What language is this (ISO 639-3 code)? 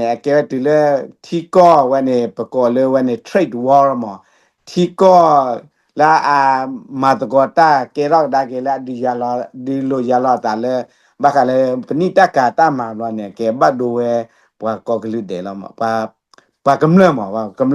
ksw